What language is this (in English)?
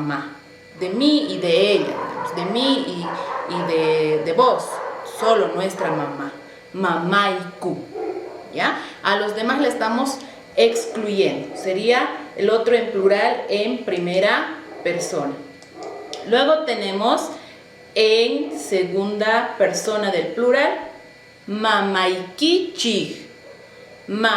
South Bolivian Quechua